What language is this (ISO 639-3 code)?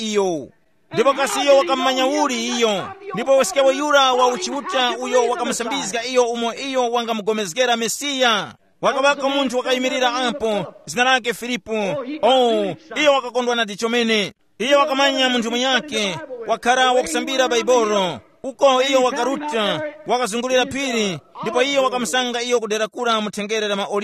tum